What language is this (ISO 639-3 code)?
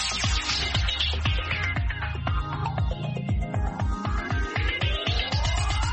kin